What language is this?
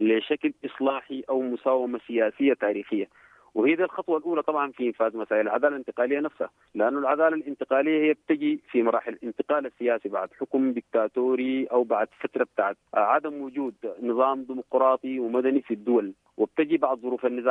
Sudanese Arabic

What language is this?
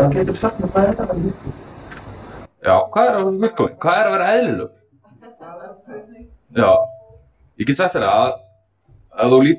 Icelandic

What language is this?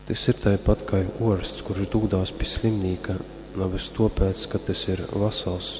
Latgalian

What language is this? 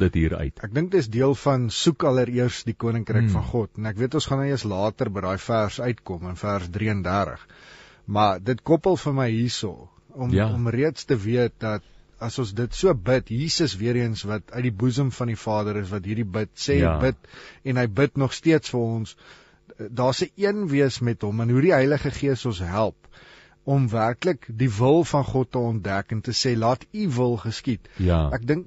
Afrikaans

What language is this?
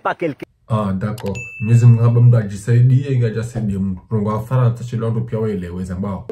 Ngazidja Comorian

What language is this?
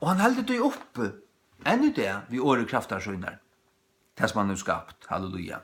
Faroese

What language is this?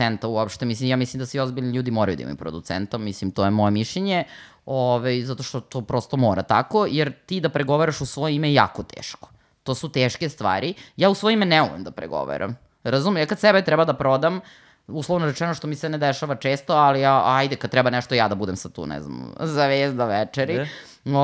Serbian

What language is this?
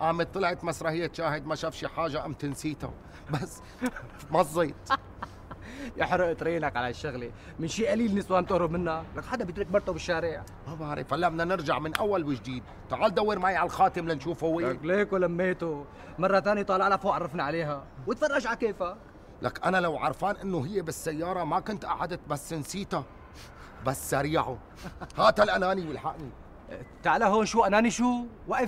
North Levantine Arabic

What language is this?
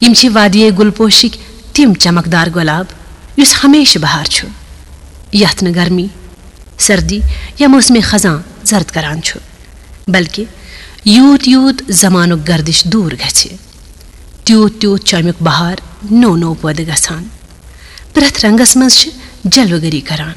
Kashmiri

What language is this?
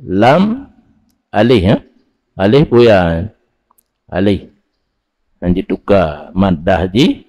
Achinese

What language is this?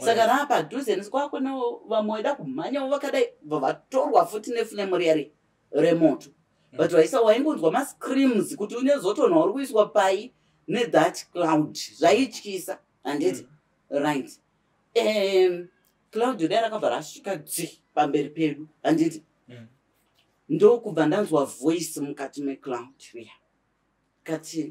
Shona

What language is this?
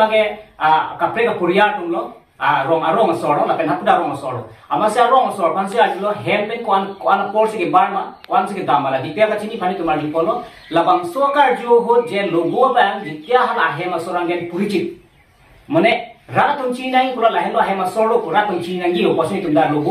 Karbi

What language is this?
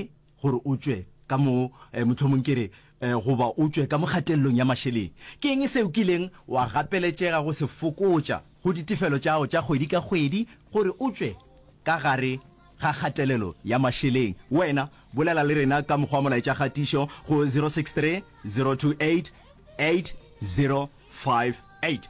Northern Sotho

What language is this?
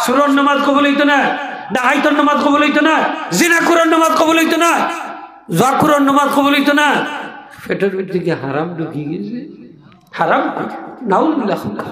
Sylheti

